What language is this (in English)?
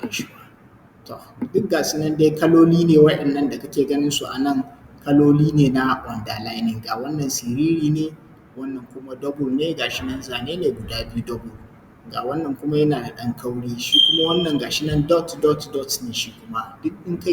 Hausa